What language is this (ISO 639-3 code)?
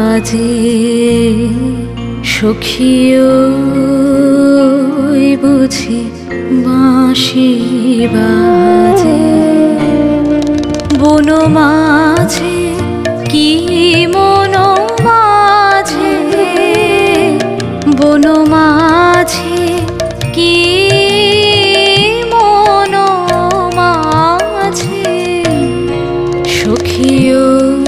ben